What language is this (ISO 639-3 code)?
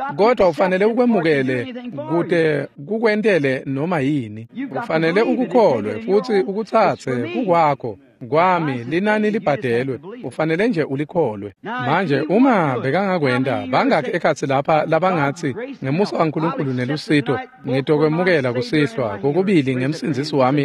ssw